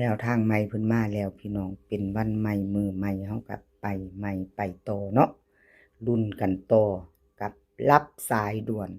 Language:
Northeastern Thai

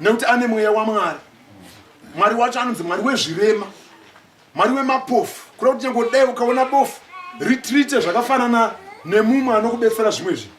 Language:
Shona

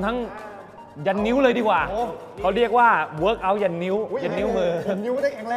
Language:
Thai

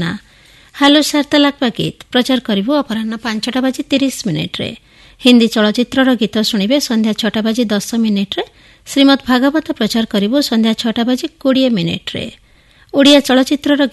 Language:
Odia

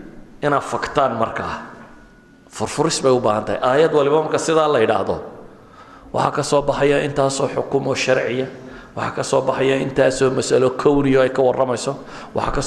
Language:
Somali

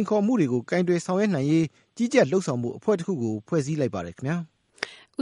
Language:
Burmese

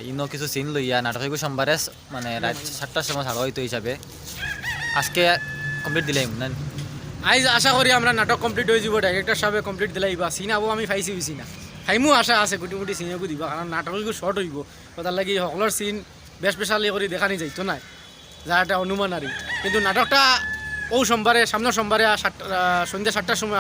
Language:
Sylheti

